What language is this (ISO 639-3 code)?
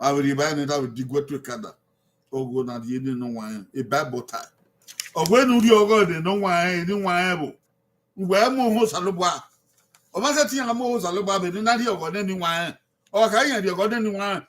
bin